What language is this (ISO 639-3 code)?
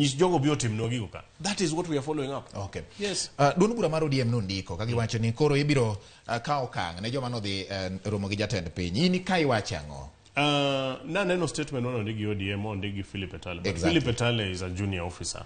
luo